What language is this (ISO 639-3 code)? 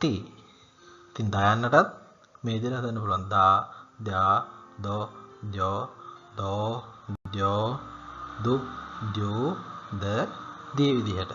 sin